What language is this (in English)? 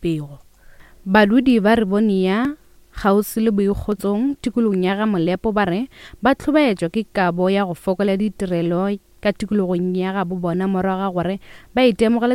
Northern Sotho